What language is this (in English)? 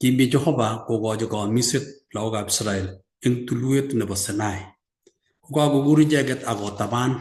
Kalenjin